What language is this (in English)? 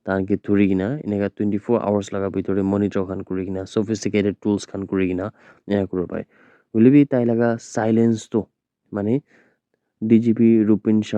Naga Pidgin